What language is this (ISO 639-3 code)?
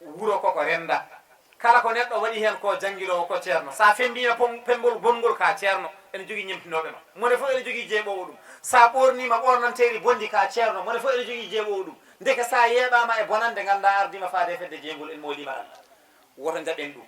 ful